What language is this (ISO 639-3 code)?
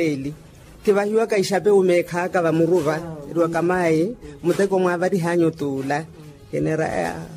vmw